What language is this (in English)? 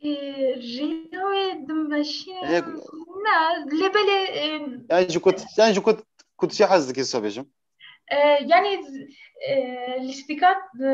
Kurdish